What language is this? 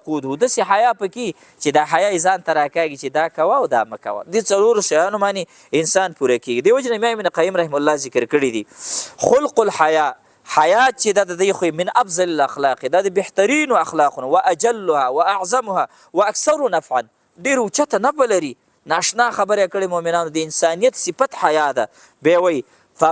Pashto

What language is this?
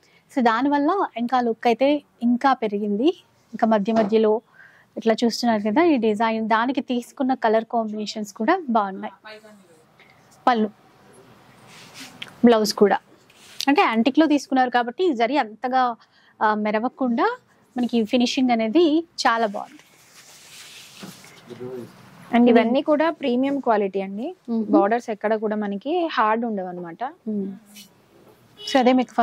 Telugu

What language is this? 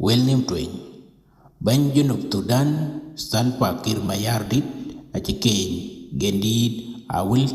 Dinka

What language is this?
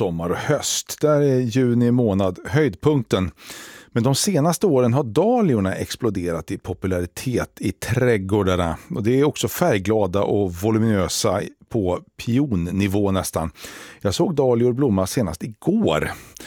Swedish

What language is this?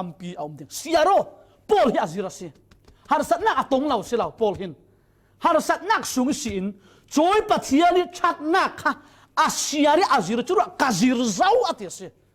Falam Chin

